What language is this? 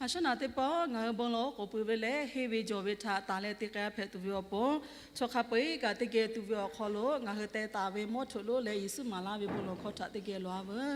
Lahu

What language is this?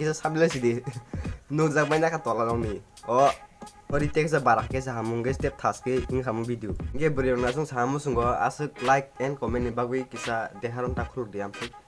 Kok Borok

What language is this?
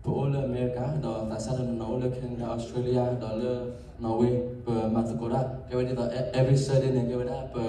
S'gaw Karen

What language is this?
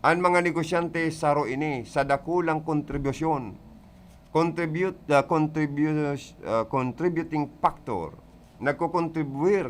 Bikol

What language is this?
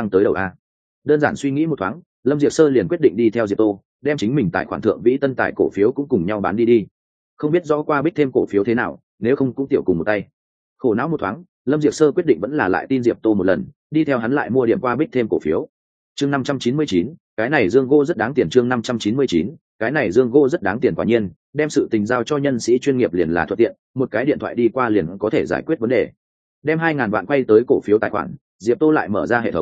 Vietnamese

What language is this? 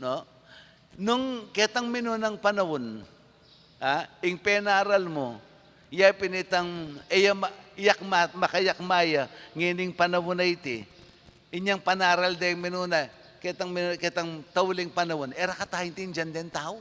Pampanga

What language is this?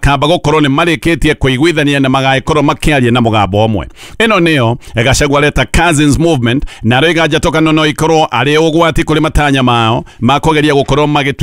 Kikuyu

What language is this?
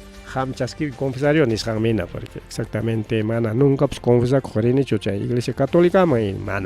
Ayacucho Quechua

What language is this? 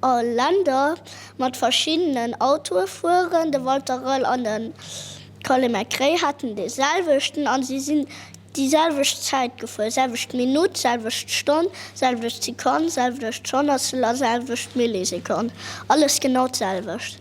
Luxembourgish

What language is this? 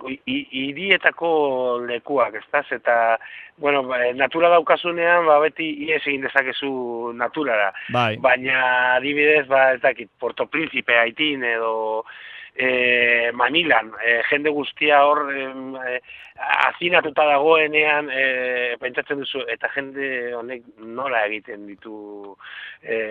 Basque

